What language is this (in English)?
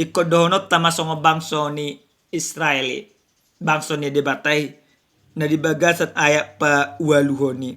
Batak Toba